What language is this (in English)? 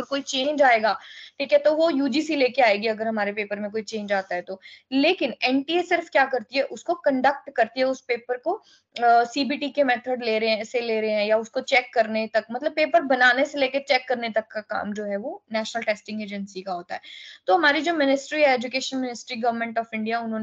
Hindi